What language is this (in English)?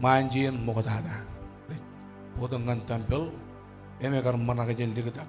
Marshallese